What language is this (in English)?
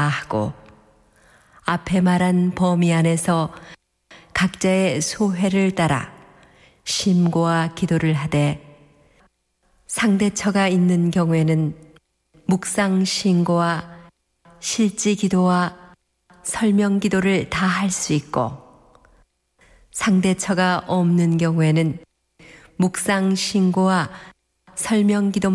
Korean